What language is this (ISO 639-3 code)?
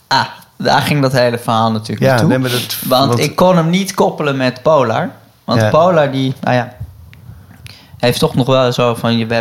nld